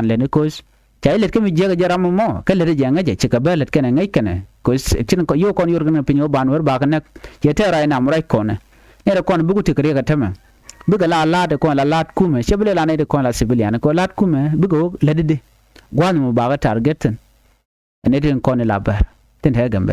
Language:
Nuer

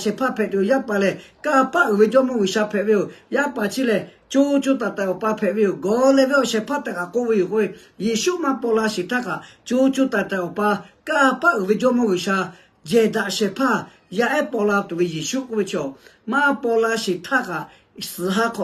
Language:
Lahu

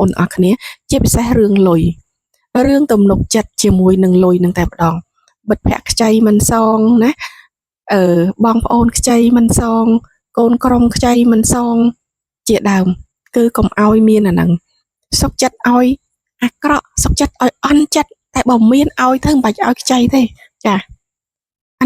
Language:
Khmer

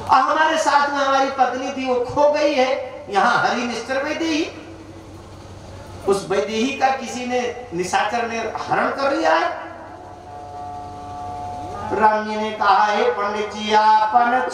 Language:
Hindi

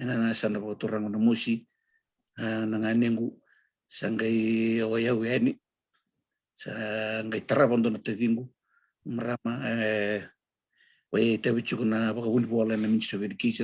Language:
Fijian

